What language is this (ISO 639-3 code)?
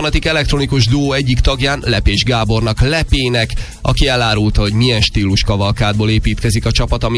hun